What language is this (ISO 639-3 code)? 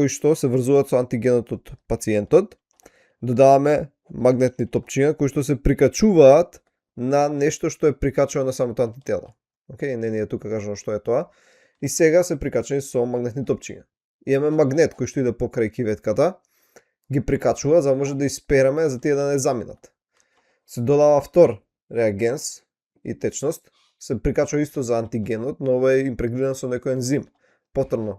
mkd